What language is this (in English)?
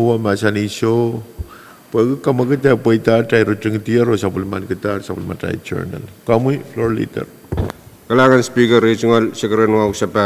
Pohnpeian